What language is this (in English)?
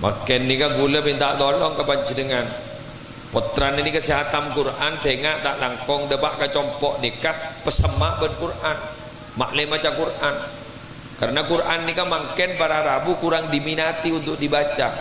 Madurese